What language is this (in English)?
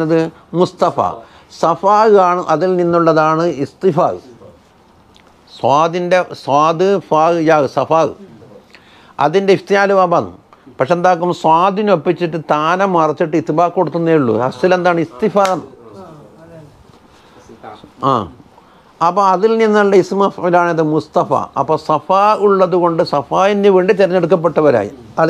Malayalam